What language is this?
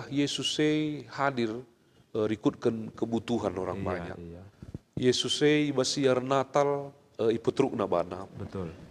Batak Karo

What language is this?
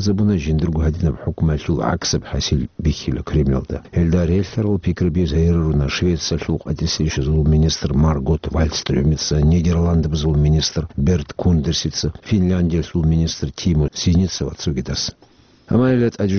Avaric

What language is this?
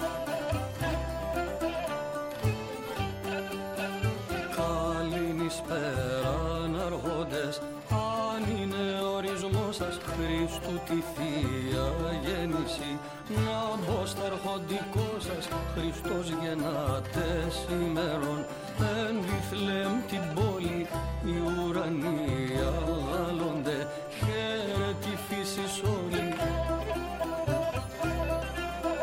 Greek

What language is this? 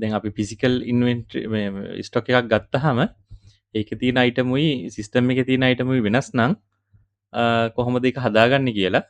Sinhala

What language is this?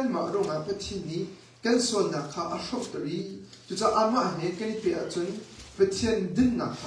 Hakha Chin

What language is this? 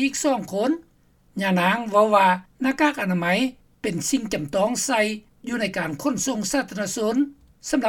Lao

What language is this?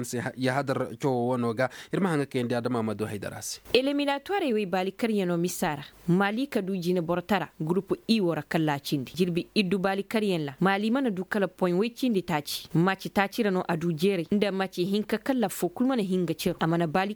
Koyraboro Senni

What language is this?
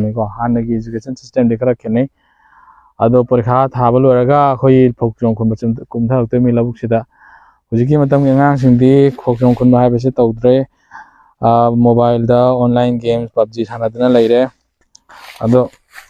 Manipuri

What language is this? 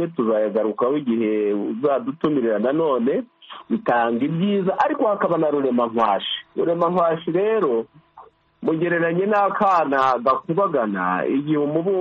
Kinyarwanda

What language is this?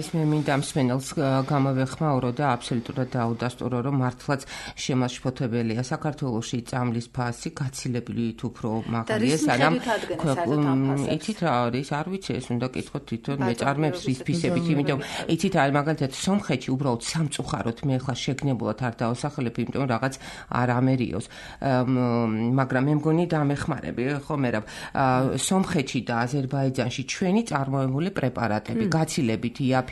Georgian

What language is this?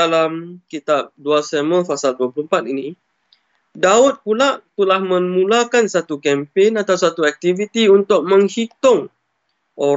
Malay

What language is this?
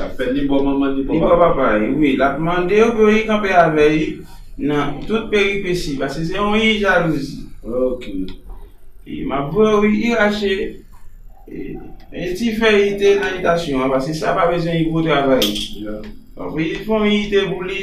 Haitian Creole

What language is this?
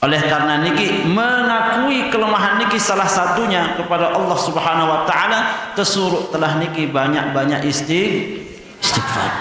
Sasak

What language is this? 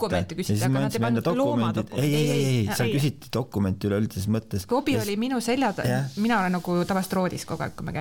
Estonian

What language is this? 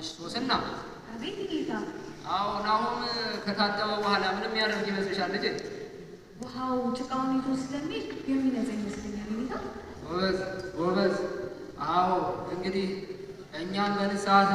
Amharic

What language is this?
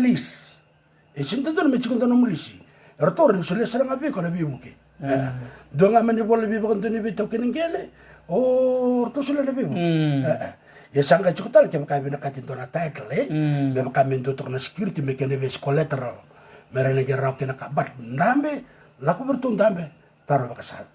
Fijian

